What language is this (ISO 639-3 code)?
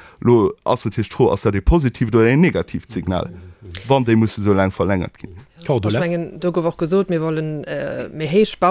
ltz